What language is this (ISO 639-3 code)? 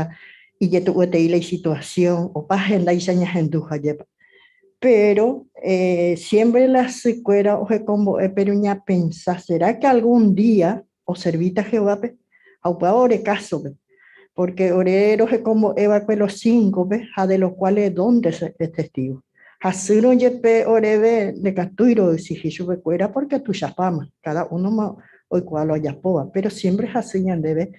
grn